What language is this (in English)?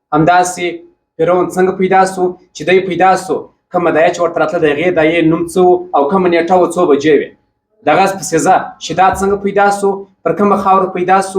Pashto